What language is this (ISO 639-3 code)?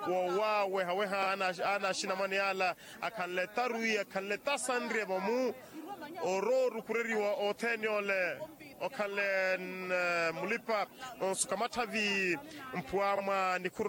vmw